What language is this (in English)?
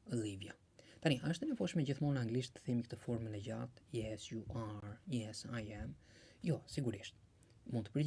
Albanian